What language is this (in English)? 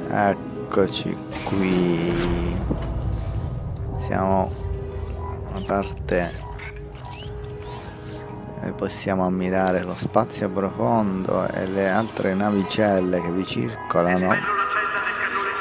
Italian